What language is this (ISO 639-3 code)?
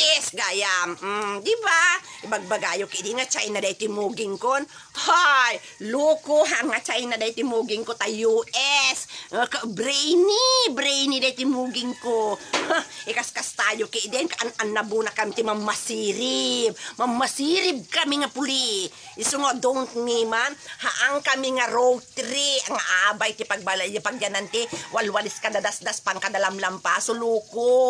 ilo